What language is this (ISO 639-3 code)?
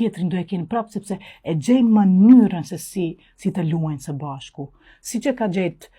sqi